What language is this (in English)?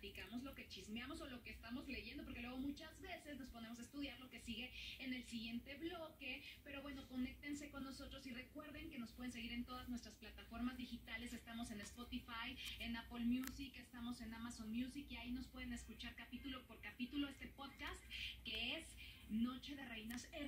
Spanish